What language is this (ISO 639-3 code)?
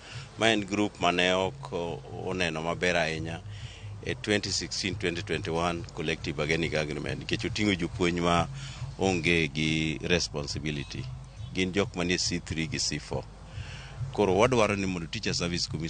luo